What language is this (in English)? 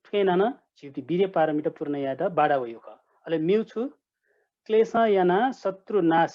Newari